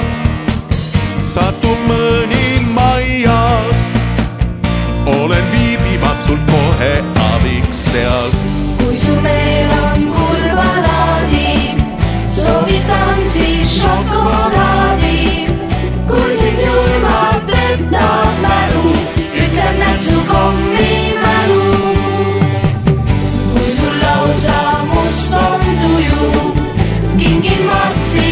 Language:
Estonian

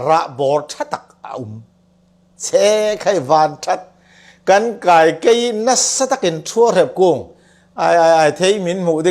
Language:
Falam Chin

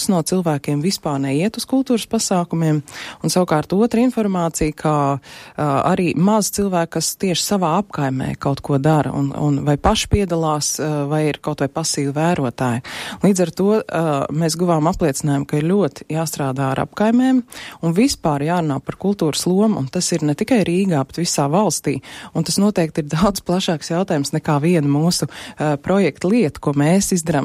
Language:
Latvian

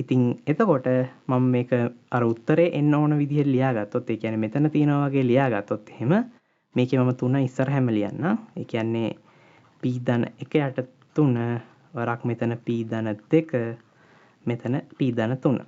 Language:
Sinhala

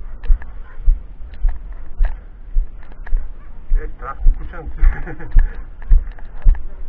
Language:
Bulgarian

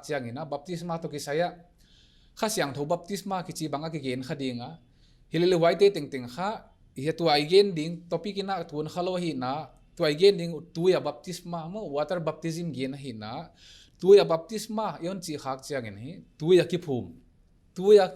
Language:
Paite Chin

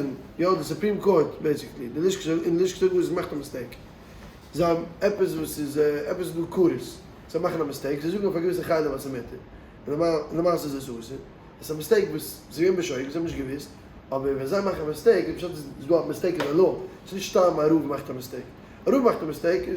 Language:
Yiddish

